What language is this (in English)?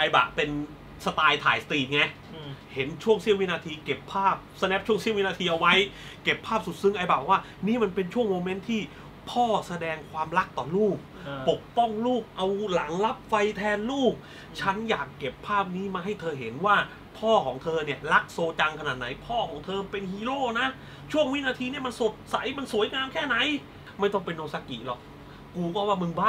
Thai